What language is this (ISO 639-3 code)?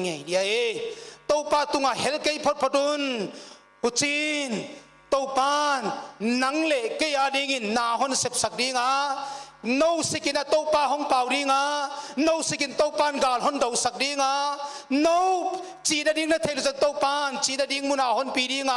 pck